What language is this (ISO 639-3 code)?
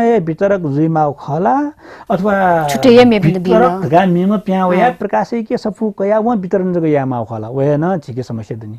new